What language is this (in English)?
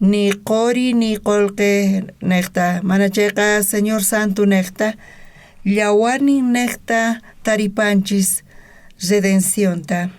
South Bolivian Quechua